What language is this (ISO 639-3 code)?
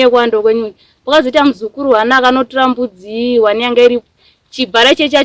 sna